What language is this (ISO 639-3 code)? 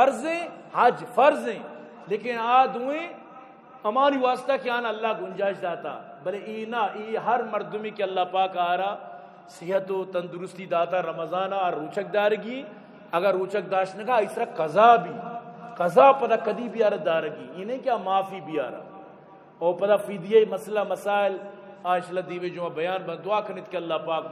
bgp